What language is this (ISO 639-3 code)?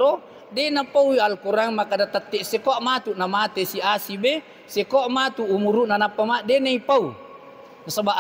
bug